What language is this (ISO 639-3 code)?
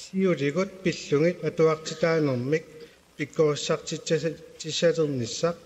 kal